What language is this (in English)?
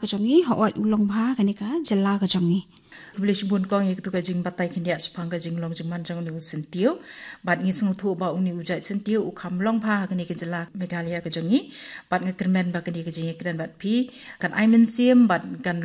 Khasi